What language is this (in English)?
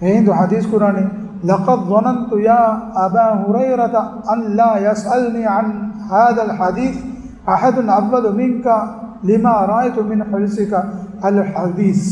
Divehi